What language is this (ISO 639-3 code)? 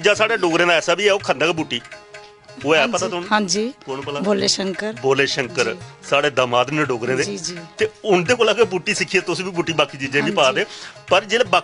doi